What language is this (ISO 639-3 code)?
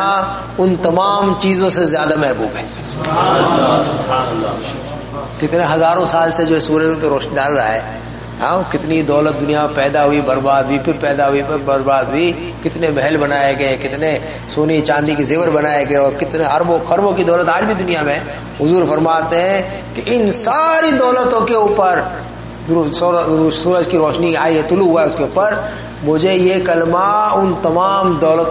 urd